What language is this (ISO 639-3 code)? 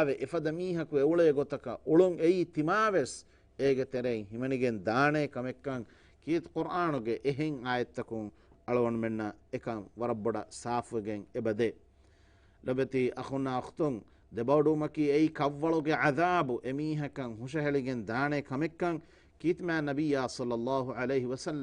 div